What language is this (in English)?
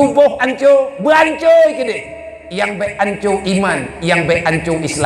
Achinese